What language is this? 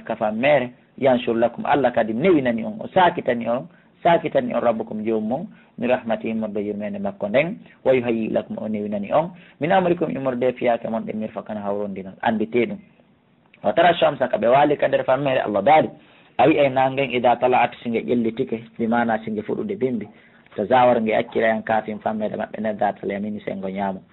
Fula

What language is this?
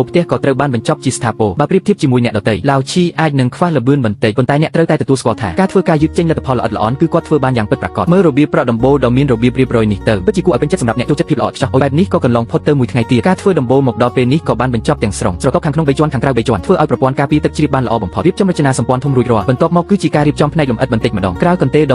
Khmer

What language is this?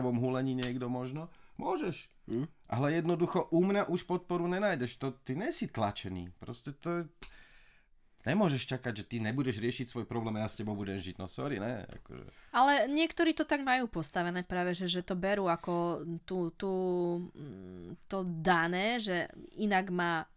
Slovak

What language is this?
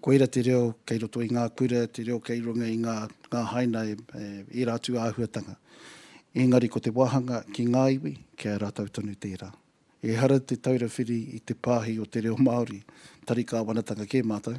Māori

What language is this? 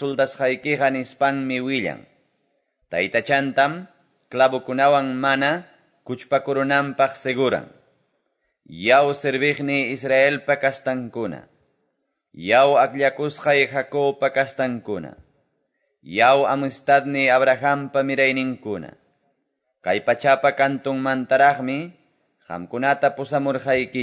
Quechua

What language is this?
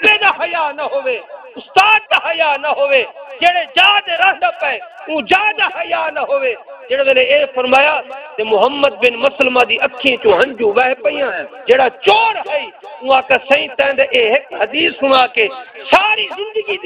Saraiki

